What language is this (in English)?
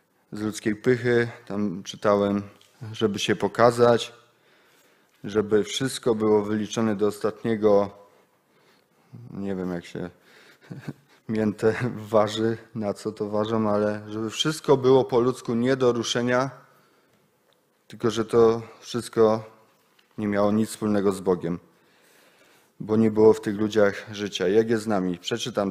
Polish